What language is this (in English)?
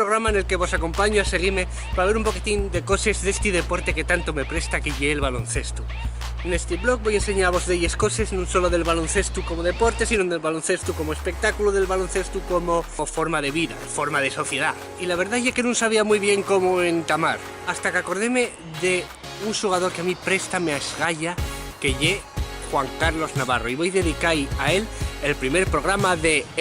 Asturian